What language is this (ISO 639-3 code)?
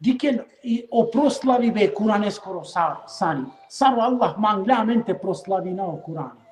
rmn